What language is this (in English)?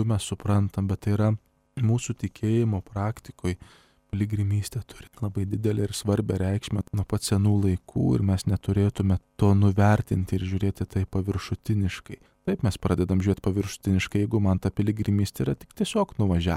Lithuanian